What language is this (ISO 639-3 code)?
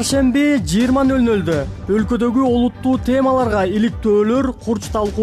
kir